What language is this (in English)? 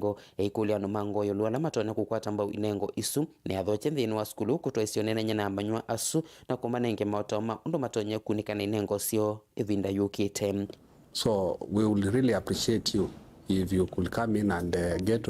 Kamba